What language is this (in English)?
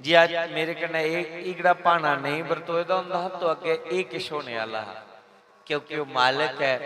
Dogri